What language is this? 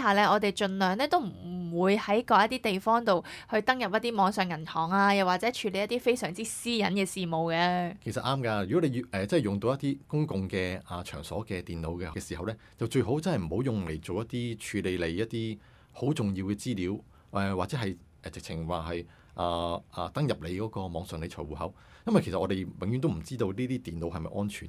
Cantonese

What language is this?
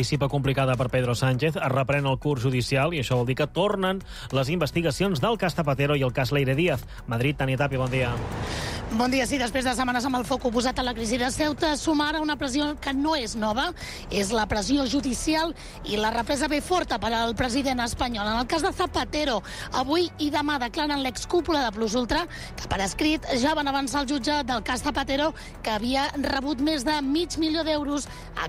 Catalan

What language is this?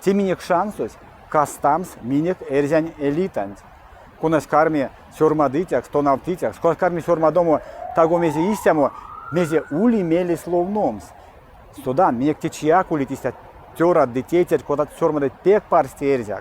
Erzya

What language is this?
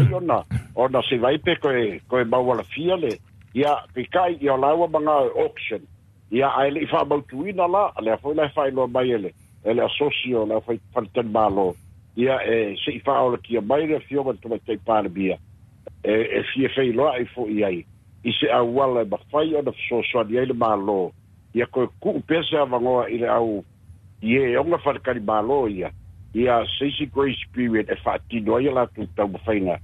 Samoan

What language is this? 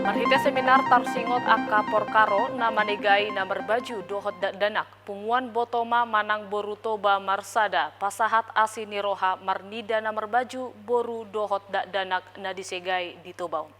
Batak Toba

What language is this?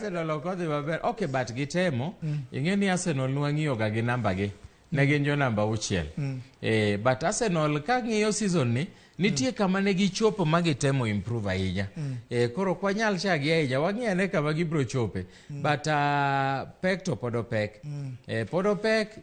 Luo (Kenya and Tanzania)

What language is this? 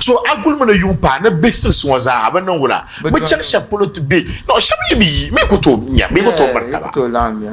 Dagbani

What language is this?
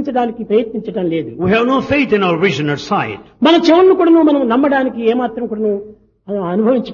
Telugu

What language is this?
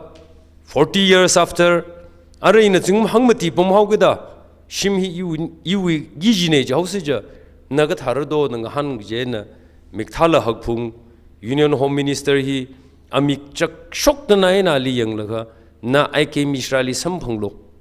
Tangkhul Naga (India)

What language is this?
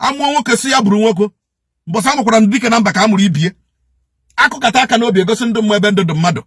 Igbo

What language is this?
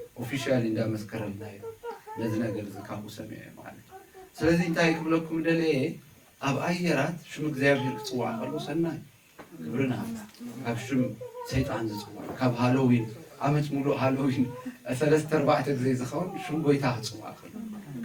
Tigrinya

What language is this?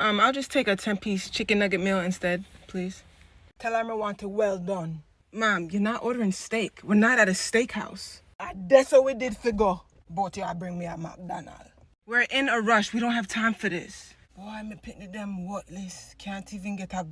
Jamaican Creole English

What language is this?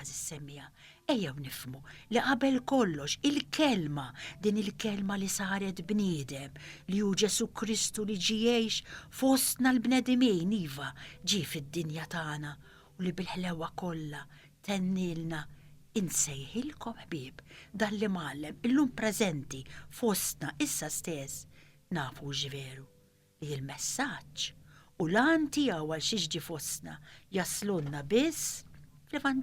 Maltese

